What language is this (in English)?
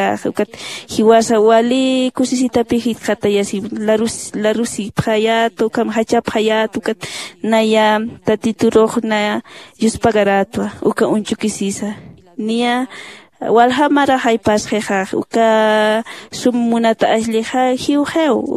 Aymara